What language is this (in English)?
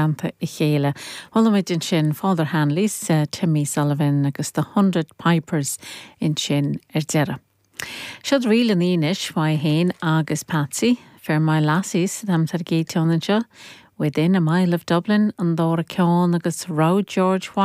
Irish